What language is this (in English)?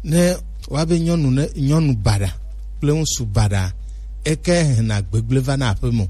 Gen